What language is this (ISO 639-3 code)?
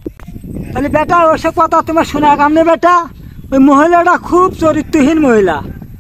ben